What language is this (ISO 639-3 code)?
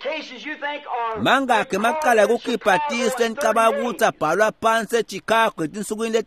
ssw